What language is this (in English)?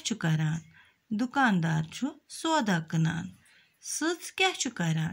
Kashmiri